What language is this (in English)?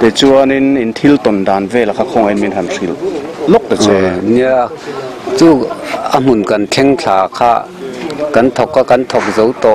Mizo